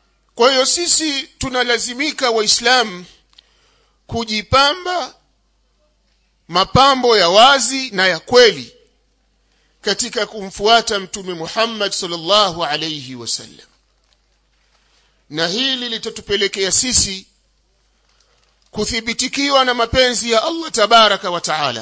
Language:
Swahili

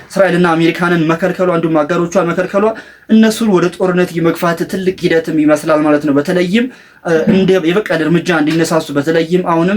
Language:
Amharic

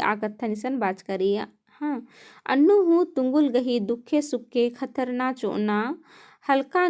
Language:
Kurukh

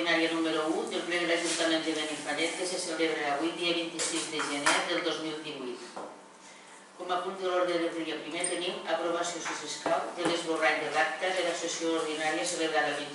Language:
Catalan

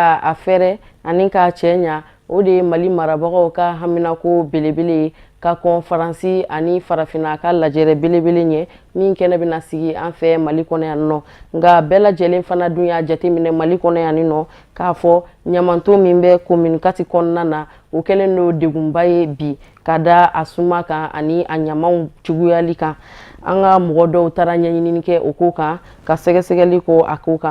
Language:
Bambara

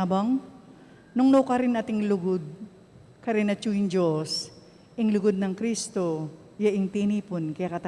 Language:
Pampanga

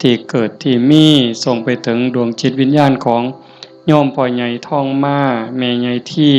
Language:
Northeastern Thai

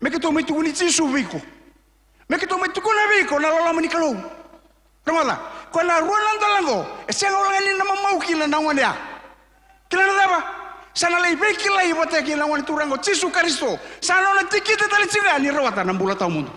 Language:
Fijian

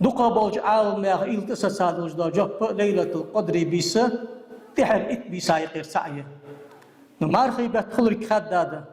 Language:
Ingush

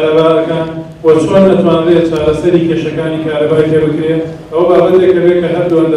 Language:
Central Kurdish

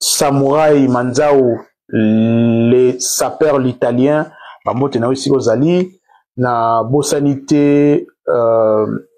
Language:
Lingala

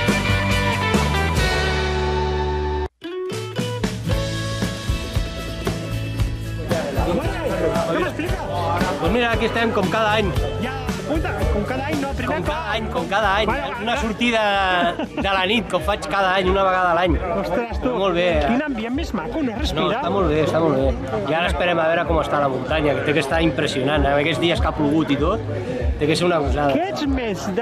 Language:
Catalan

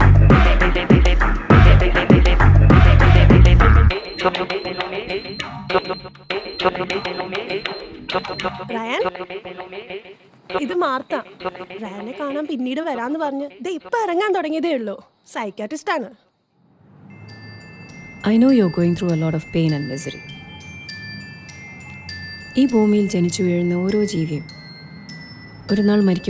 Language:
Malayalam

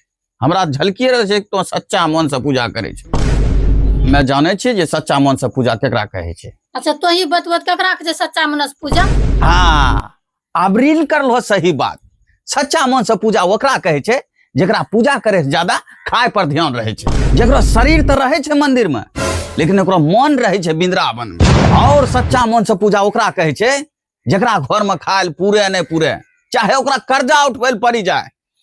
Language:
Angika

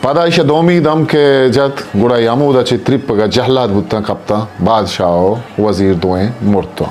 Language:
Eastern Balochi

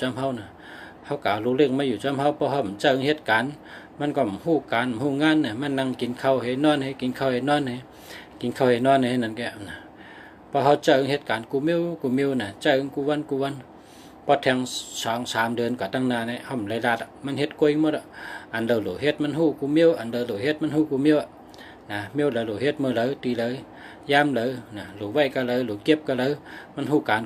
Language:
Shan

